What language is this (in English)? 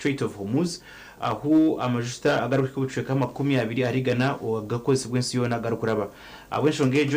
Nyankole